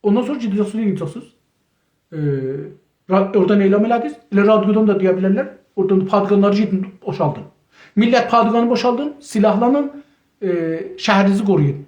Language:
South Azerbaijani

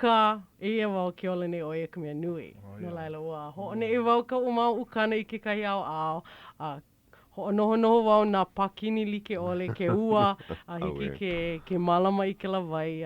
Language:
Hawaiian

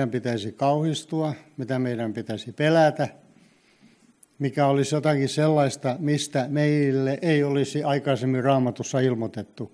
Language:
Finnish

